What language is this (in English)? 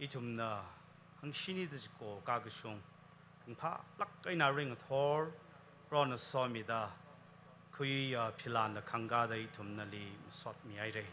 Tangkhul Naga (India)